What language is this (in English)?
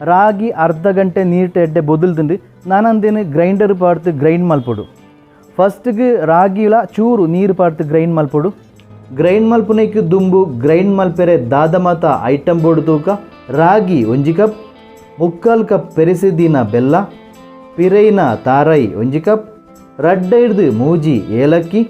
Tulu